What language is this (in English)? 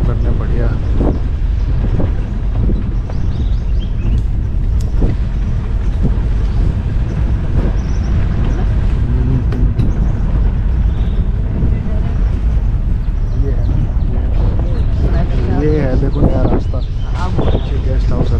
Hindi